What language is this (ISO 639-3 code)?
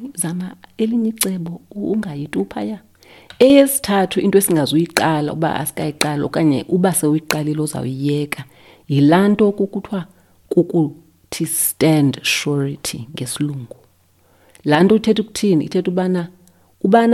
xho